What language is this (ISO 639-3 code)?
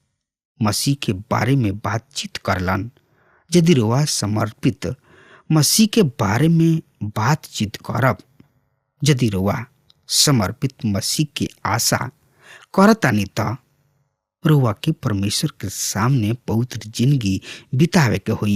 bho